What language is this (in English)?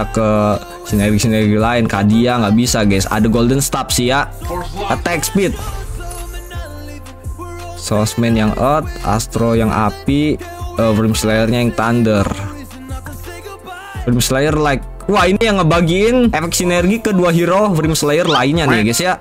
Indonesian